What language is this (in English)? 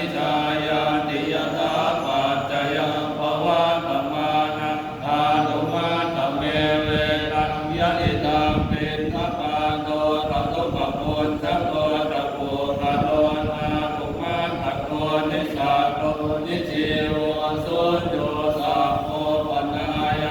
Pali